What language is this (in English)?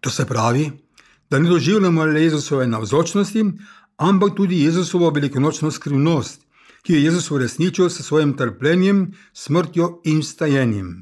Slovenian